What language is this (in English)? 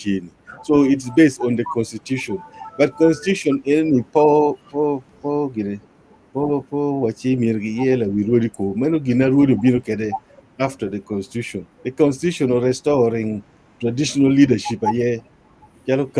Acoli